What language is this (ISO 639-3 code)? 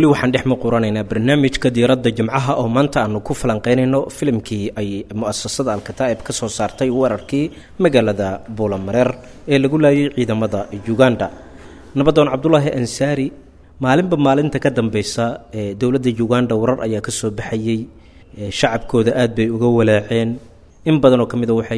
som